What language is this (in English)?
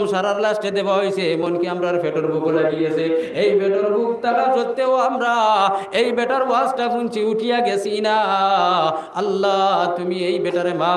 Sylheti